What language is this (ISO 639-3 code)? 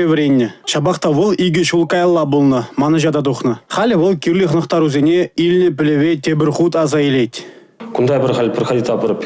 chv